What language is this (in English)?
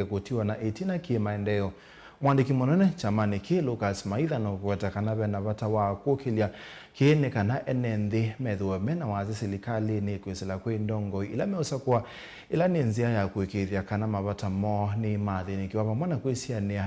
Kamba